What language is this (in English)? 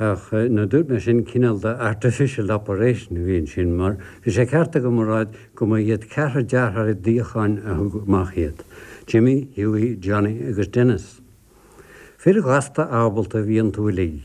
Irish